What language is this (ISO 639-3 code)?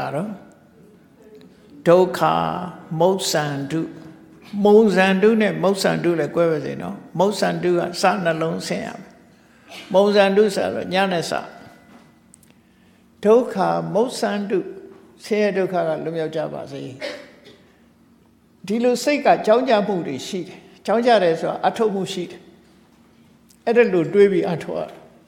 mya